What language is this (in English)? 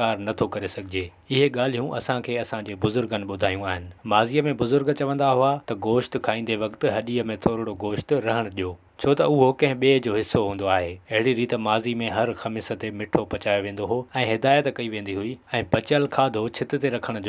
Sindhi